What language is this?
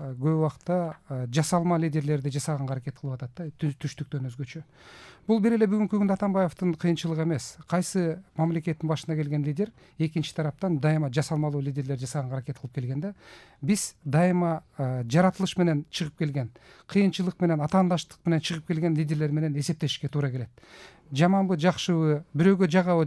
Kyrgyz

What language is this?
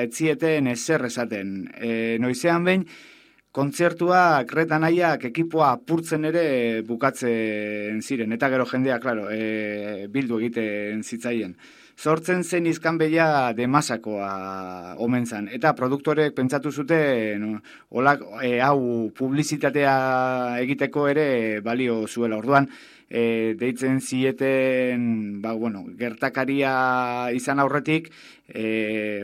Basque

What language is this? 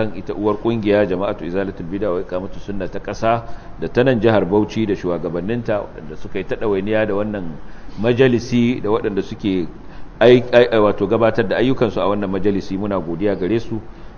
Hausa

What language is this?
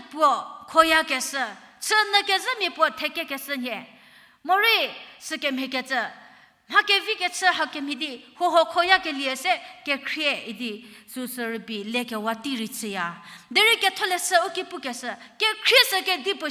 Angami Naga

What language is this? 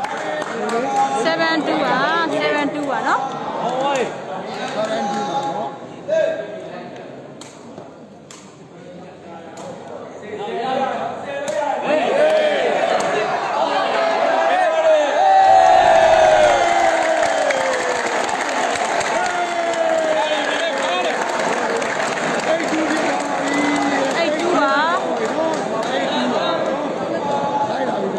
Burmese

